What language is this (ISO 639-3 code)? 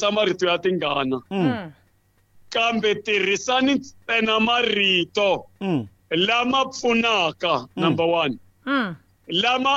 tso